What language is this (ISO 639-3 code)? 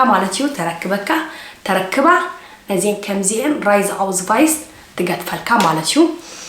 tir